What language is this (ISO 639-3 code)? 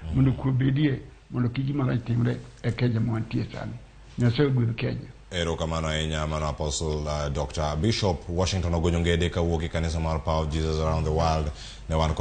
luo